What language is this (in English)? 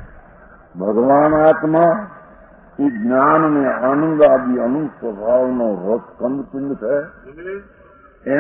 Gujarati